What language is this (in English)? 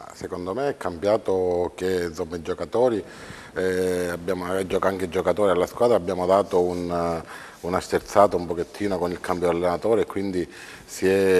Italian